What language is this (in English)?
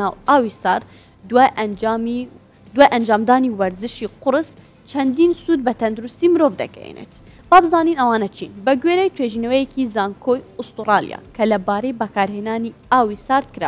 Central Kurdish